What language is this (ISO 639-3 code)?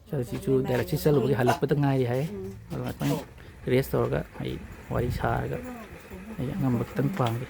mni